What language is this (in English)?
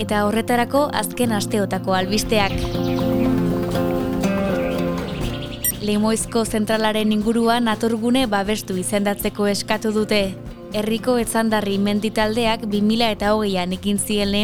Basque